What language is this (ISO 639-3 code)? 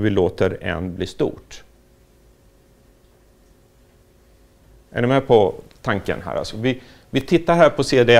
swe